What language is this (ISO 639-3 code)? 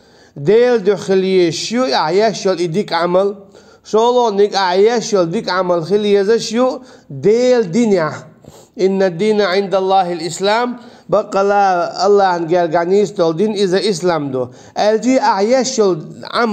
che